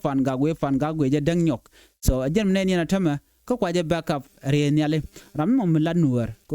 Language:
Nuer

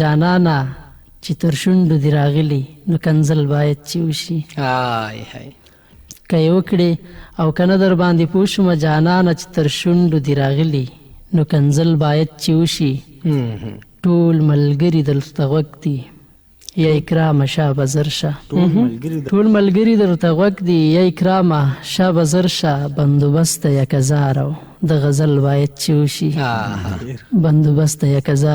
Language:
Pashto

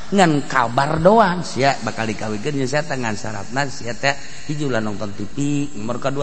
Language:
Sundanese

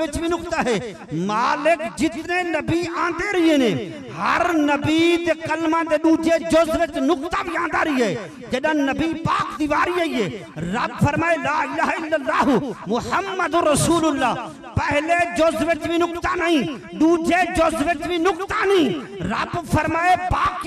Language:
Saraiki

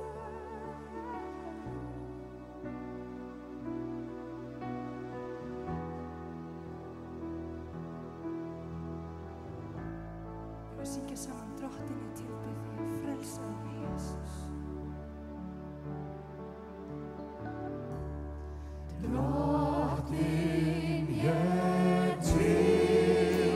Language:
Icelandic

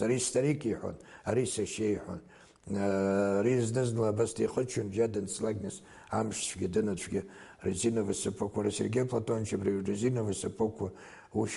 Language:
Abkhazian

